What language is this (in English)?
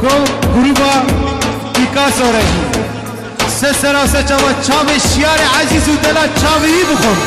Kurdish